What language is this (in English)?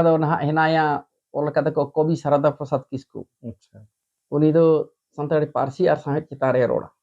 Santali